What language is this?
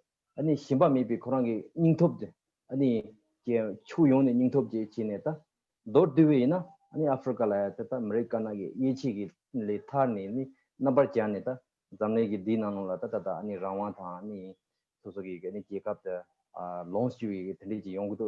Tibetan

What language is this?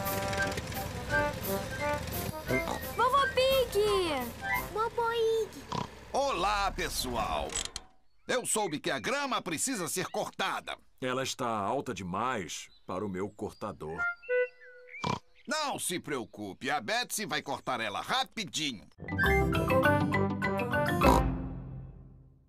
Portuguese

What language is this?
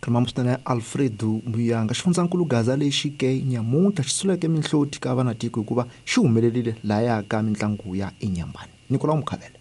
Tsonga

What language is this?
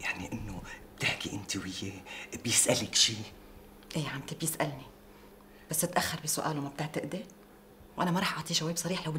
North Levantine Arabic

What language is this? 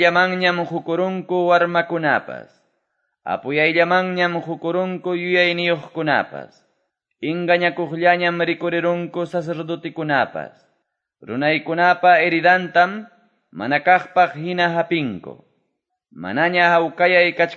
Quechua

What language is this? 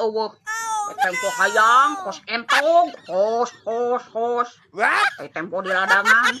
Sundanese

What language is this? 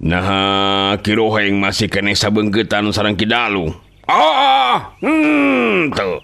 Sundanese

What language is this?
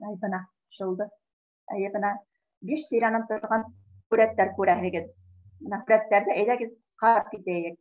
Bashkir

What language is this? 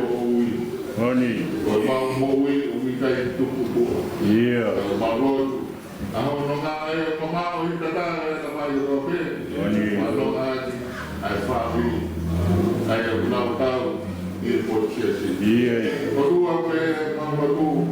Tongan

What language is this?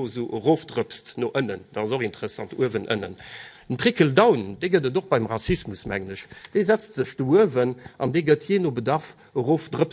Luxembourgish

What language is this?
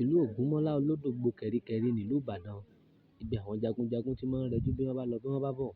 Yoruba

